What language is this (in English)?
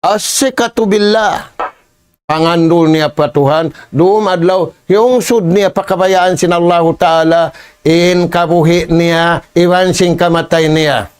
Tausug